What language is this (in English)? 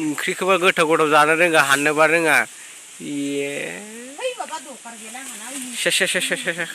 Bodo